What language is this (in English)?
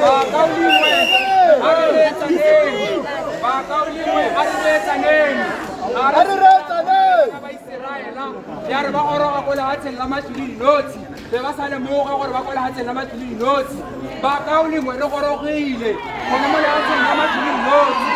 Tswana